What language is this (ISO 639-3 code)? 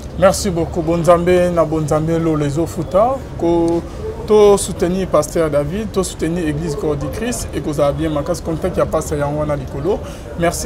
lin